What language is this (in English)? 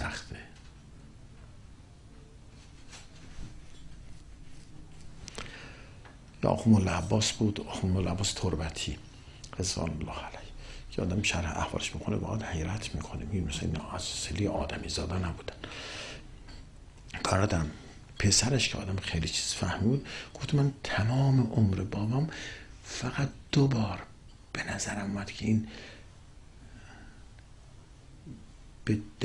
Persian